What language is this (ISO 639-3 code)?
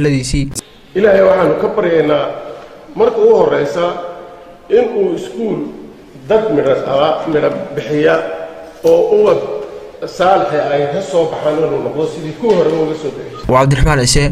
som